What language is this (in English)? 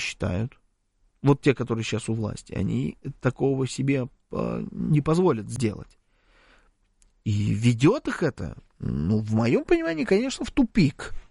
Russian